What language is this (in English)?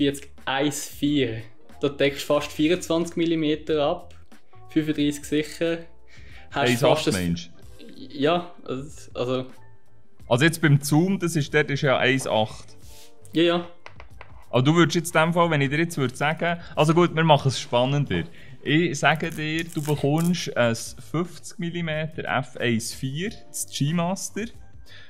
Swiss German